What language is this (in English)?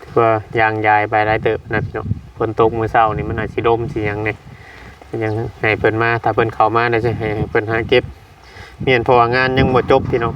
Northeastern Thai